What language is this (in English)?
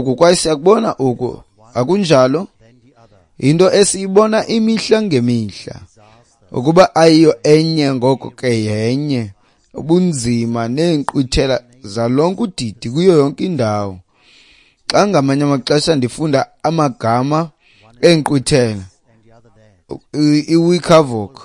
Xhosa